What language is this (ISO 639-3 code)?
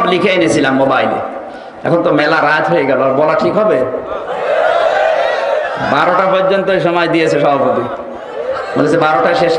ben